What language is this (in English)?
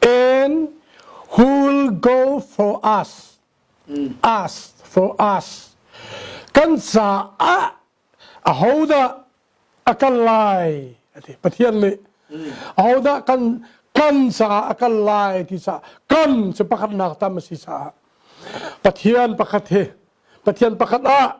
Hakha Chin